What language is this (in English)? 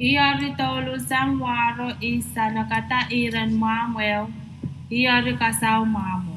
Pohnpeian